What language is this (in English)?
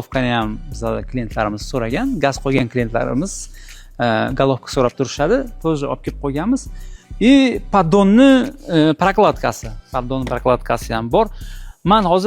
Uzbek